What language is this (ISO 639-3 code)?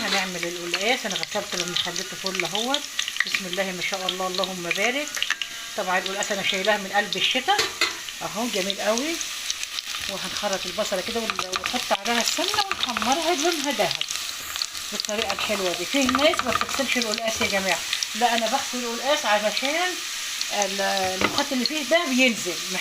arz